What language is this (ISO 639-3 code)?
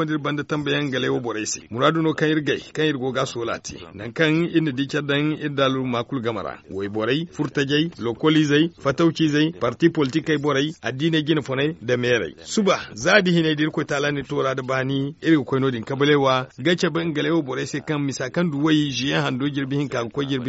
dje